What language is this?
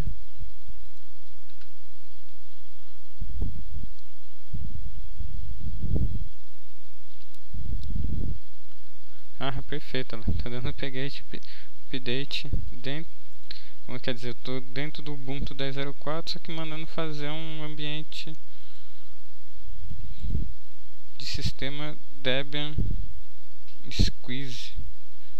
Portuguese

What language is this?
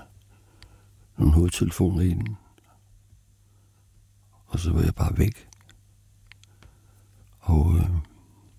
Danish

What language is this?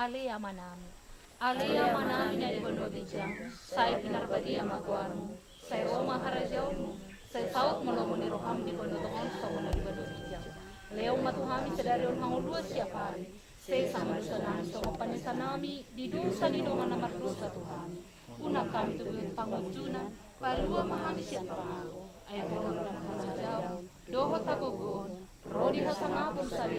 Batak Toba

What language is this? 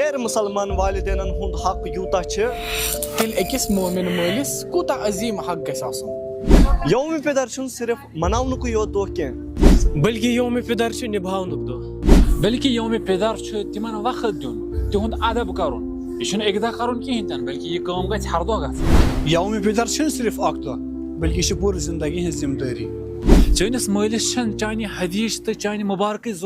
Kashmiri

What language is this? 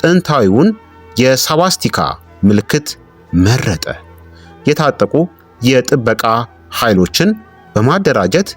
Amharic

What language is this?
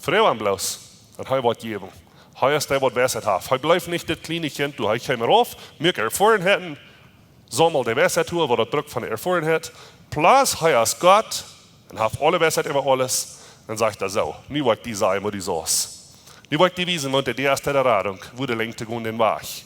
Plautdietsch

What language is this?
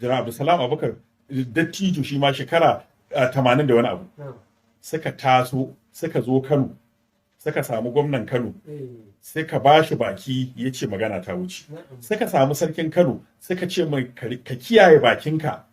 Hausa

